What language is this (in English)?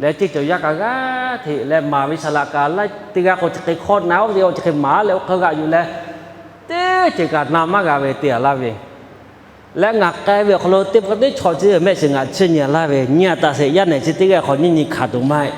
Lahu